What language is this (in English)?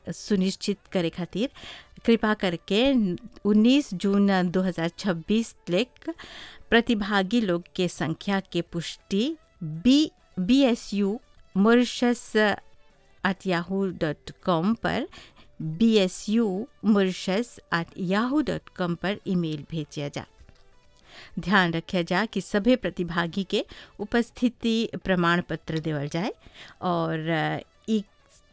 Bhojpuri